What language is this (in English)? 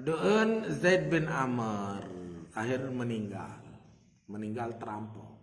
Sasak